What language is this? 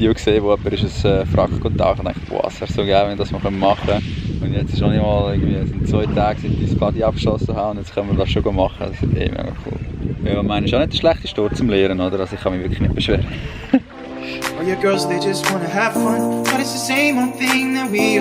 Swiss German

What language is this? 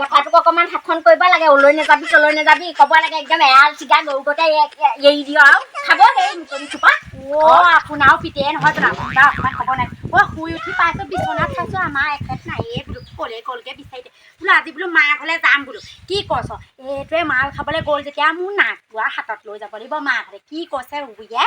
Assamese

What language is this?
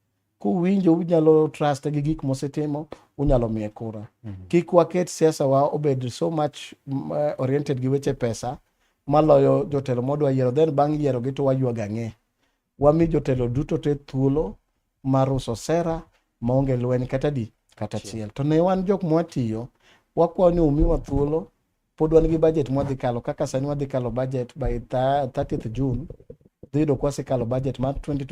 Luo (Kenya and Tanzania)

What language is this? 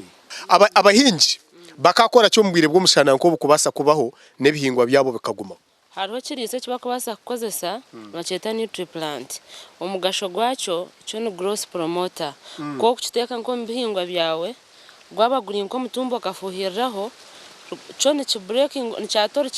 Nyankole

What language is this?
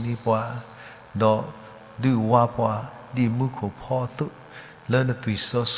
S'gaw Karen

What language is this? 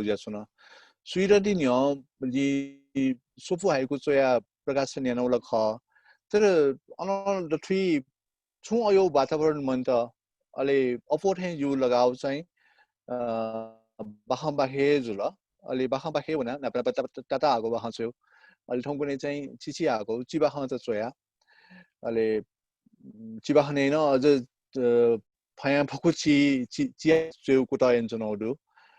Newari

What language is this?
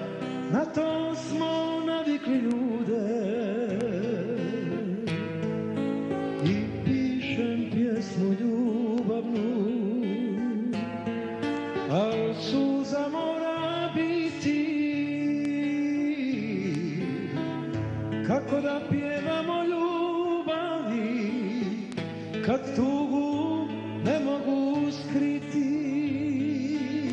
Bosnian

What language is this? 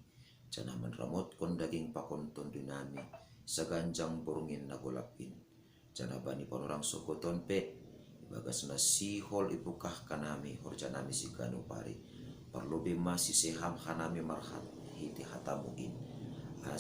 Batak Simalungun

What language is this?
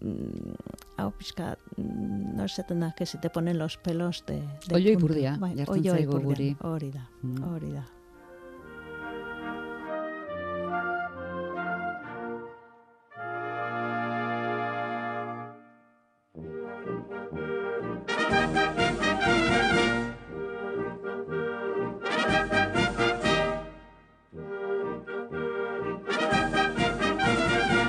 Basque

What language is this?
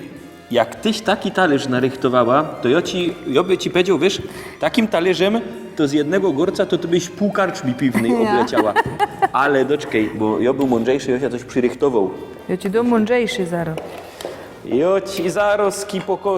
Silesian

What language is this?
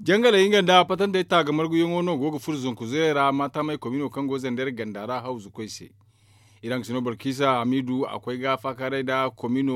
Zarma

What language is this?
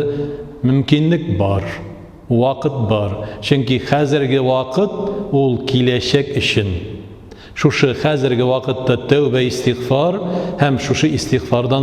Tatar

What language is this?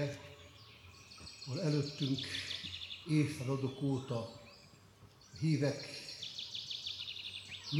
Hungarian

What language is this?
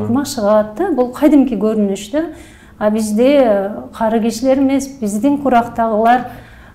Kyrgyz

